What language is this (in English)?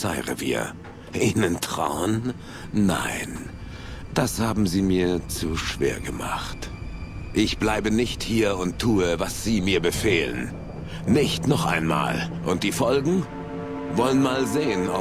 Bavarian